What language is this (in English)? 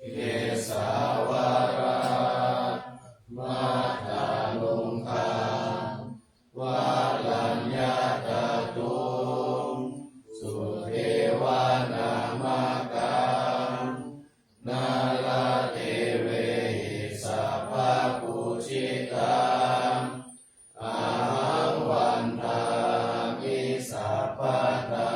Pali